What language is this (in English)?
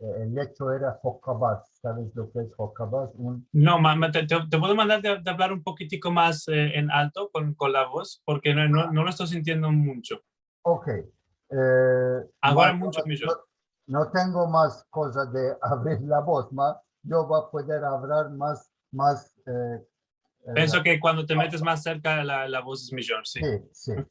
Ladino